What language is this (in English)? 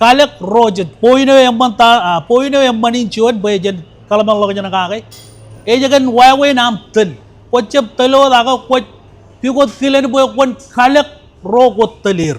Marshallese